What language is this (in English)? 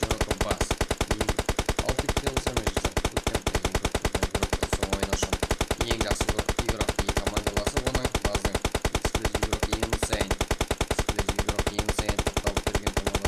Kara-Kalpak